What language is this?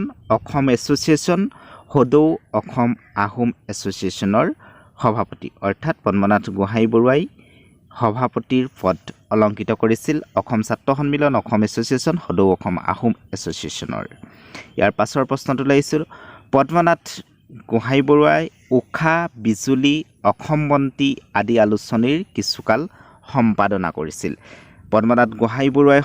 Assamese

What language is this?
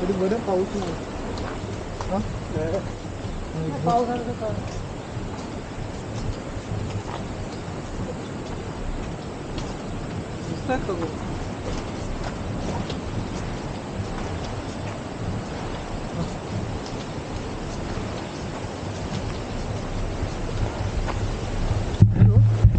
Marathi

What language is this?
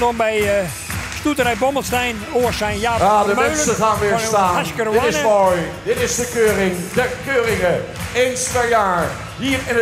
Western Frisian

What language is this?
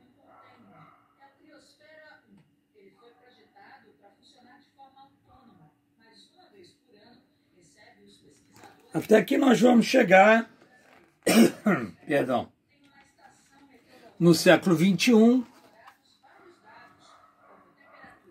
Portuguese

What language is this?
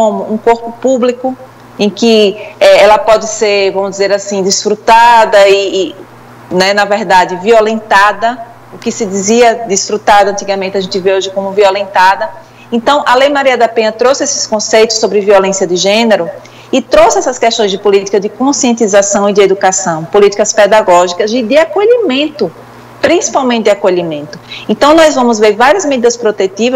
Portuguese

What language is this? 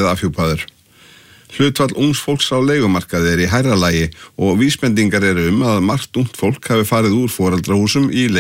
Icelandic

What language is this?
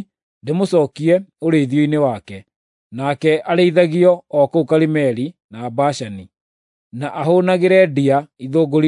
Kikuyu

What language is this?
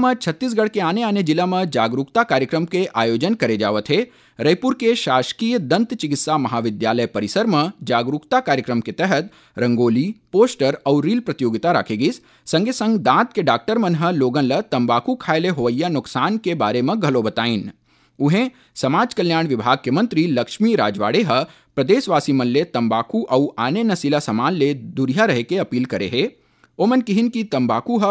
Chhattisgarhi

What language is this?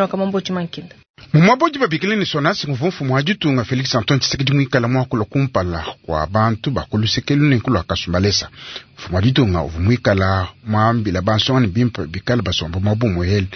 Luba-Lulua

